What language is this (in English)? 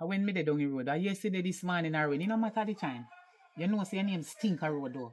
Jamaican Creole English